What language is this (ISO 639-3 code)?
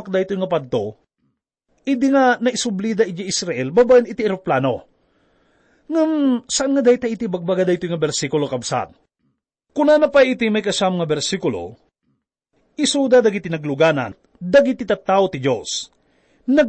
ilo